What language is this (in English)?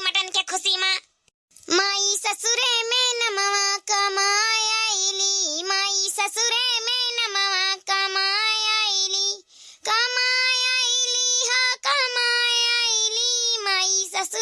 Awadhi